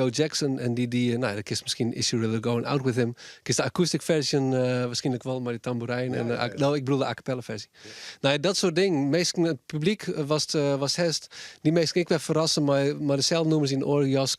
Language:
Western Frisian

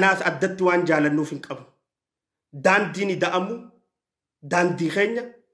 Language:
Oromo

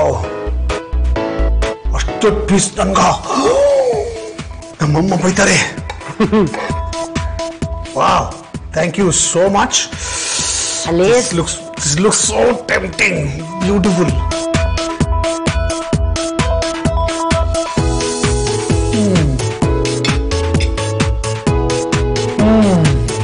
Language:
Kannada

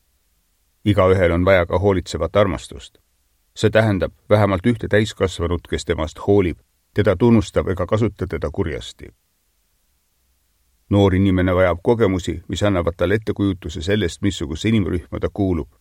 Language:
Estonian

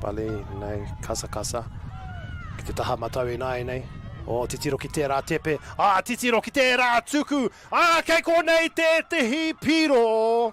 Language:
Māori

